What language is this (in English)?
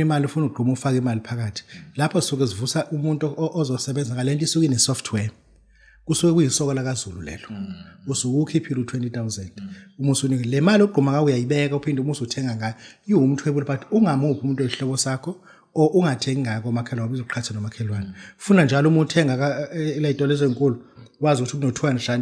Zulu